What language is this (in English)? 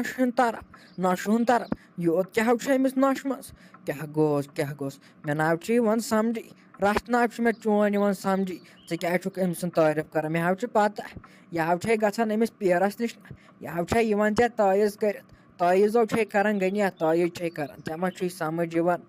Kashmiri